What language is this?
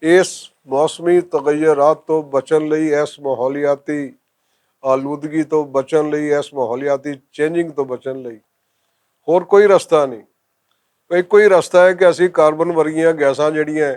Western Panjabi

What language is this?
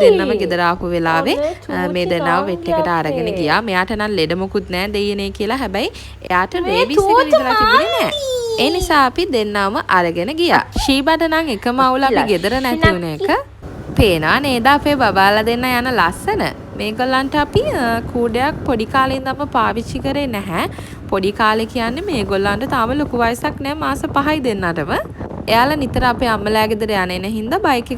Sinhala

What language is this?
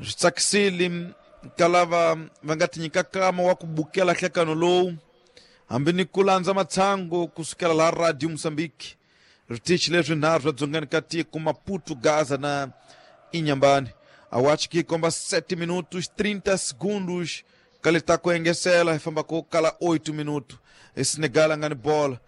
Tsonga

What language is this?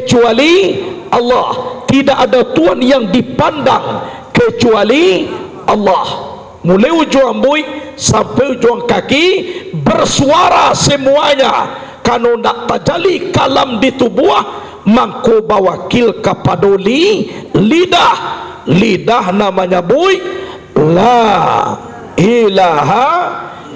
Minangkabau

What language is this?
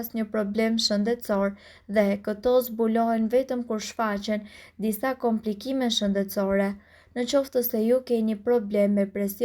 Albanian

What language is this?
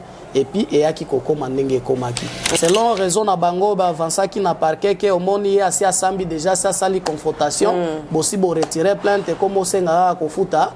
Lingala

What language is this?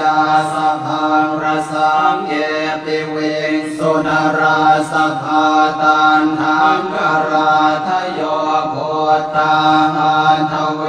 Pali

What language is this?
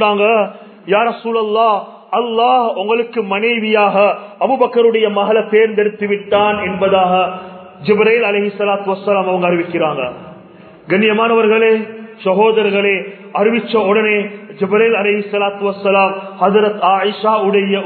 Tamil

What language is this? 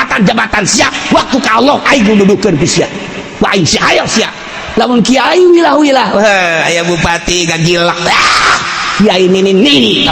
Sundanese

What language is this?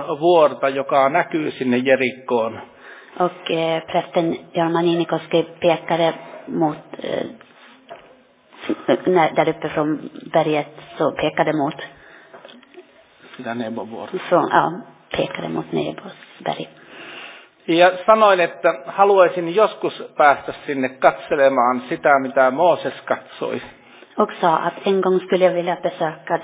Finnish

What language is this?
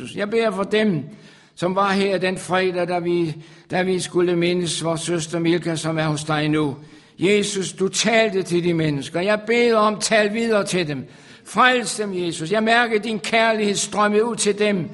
Danish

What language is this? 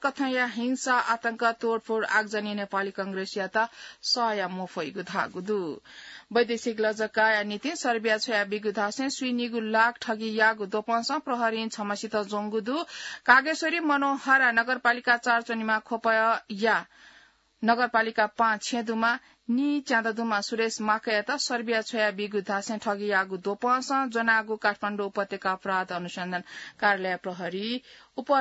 Newari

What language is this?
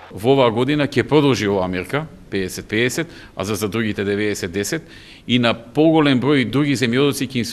Macedonian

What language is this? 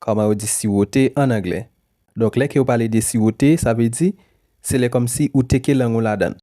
Haitian Creole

